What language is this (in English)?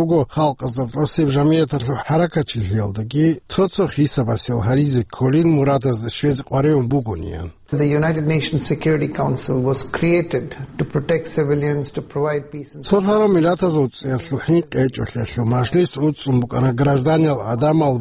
Avaric